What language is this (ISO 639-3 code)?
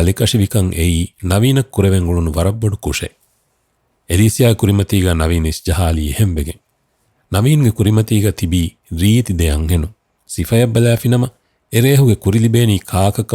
div